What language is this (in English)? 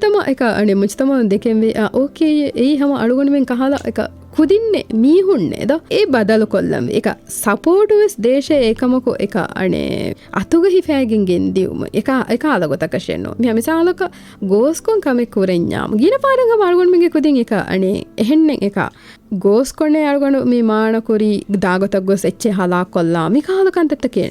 Divehi